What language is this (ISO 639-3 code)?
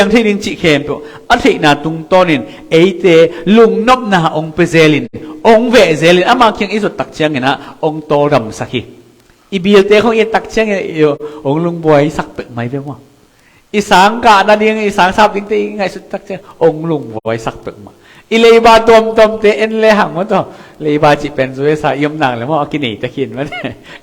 ctd